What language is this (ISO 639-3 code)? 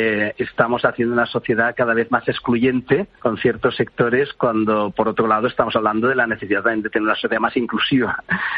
spa